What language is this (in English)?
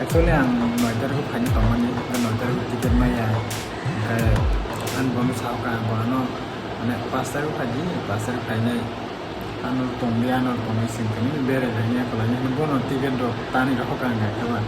Kok Borok